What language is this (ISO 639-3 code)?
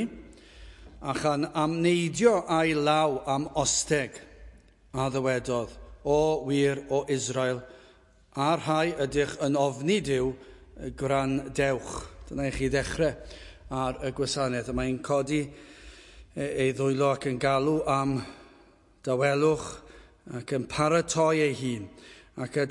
cym